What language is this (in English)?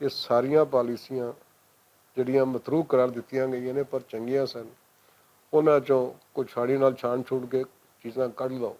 Western Panjabi